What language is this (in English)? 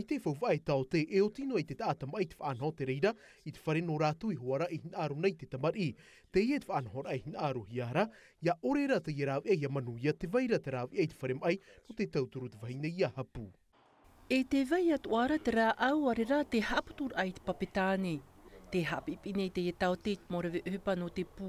Tahitian